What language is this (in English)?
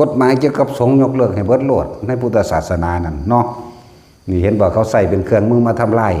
Northeastern Thai